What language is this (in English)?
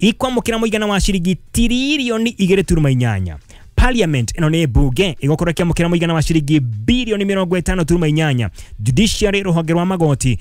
Kikuyu